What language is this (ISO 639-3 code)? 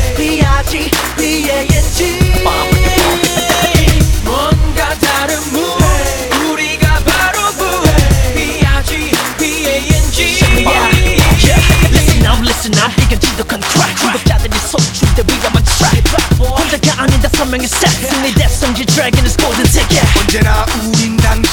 kor